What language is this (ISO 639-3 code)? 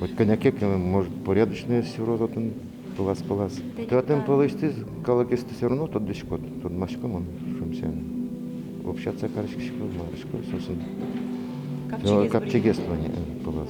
udm